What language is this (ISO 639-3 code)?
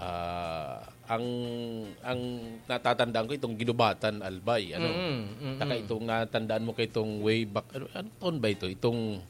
bik